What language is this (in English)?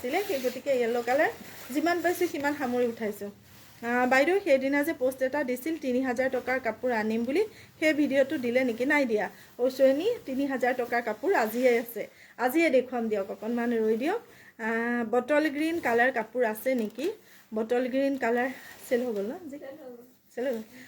Assamese